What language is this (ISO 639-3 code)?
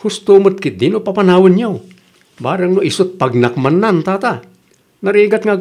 ilo